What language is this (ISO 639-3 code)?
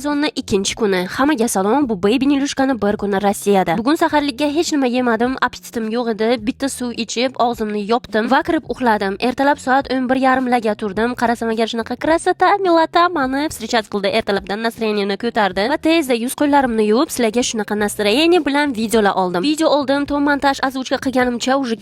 uzb